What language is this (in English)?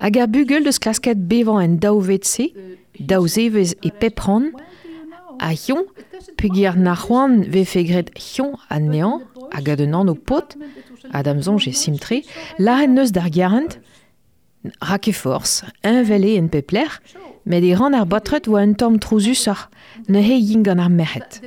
Breton